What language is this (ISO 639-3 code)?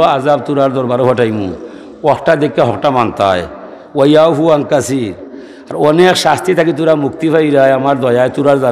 syl